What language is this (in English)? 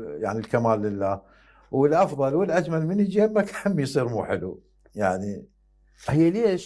Mesopotamian Arabic